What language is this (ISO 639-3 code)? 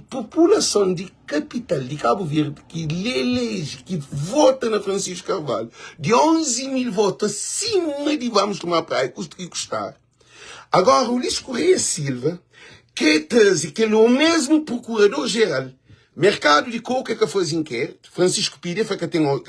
kea